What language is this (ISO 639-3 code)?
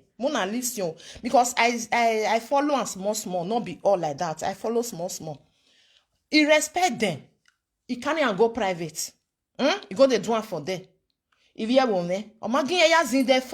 pcm